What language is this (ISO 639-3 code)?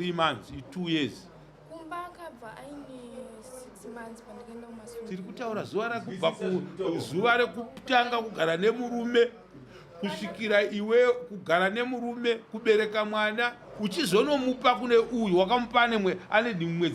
sna